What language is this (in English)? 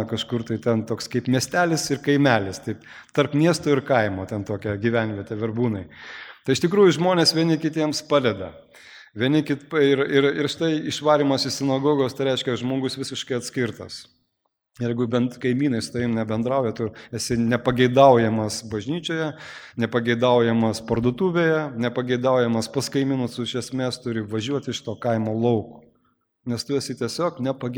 Lithuanian